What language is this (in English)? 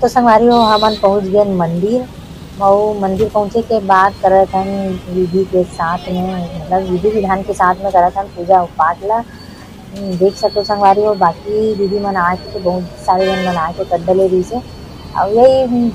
Chhattisgarhi